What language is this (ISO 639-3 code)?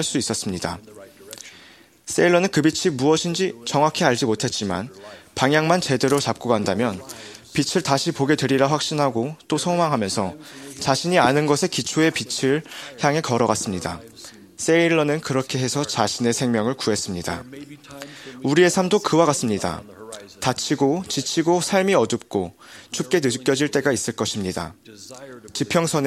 kor